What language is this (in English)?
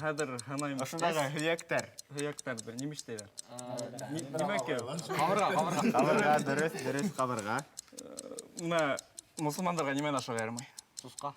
Bashkir